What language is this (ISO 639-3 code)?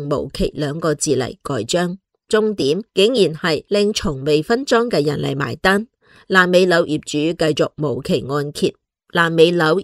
yue